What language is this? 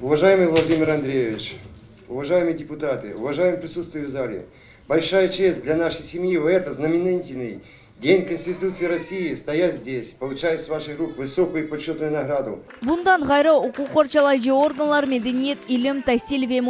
Crimean Tatar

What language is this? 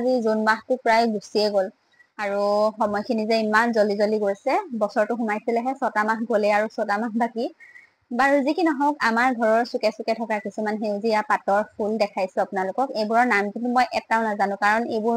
Assamese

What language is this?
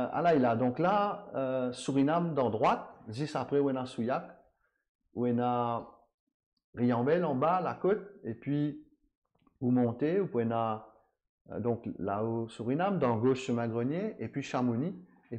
Morisyen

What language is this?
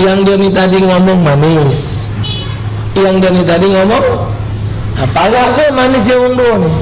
Musi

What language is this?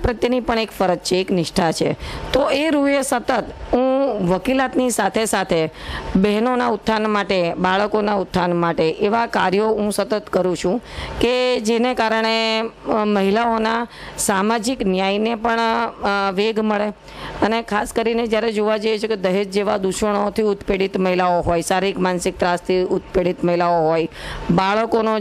Gujarati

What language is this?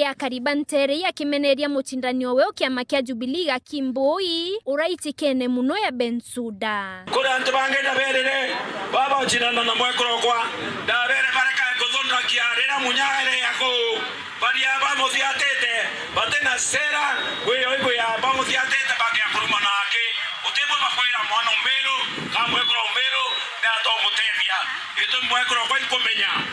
Meru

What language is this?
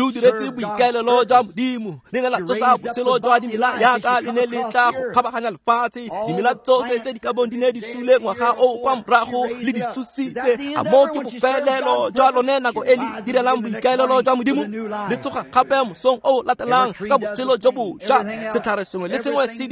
Tswana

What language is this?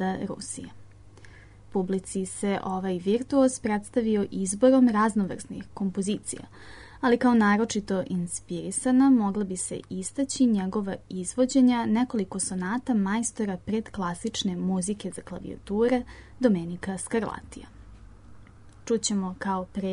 Serbian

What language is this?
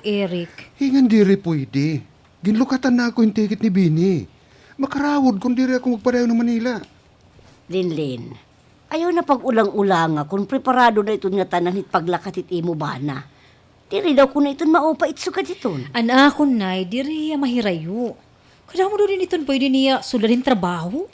Waray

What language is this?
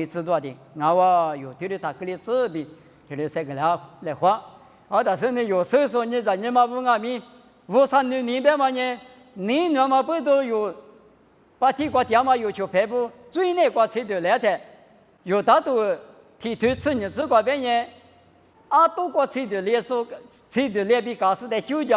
Lisu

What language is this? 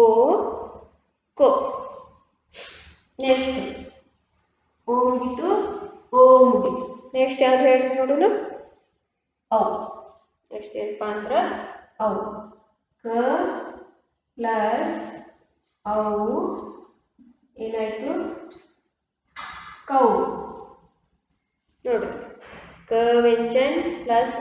Kannada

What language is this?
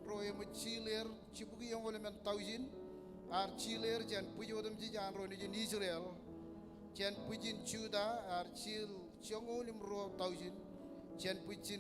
Marshallese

